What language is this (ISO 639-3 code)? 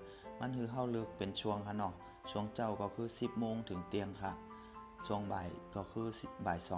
shn